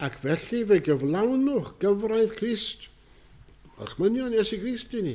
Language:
Welsh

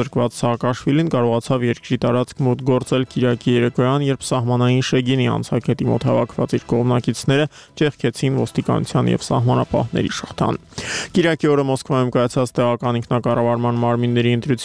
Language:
Armenian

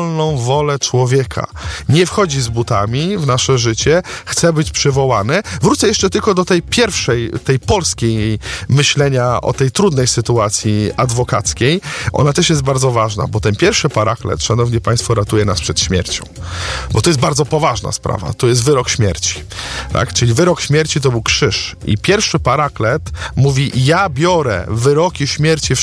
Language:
Polish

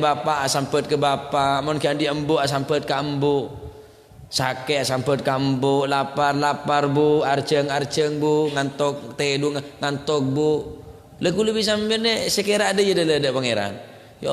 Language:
Madurese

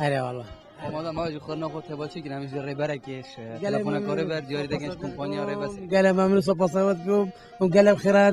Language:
Kurdish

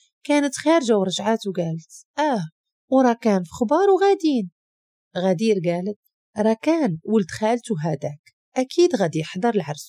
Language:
Moroccan Arabic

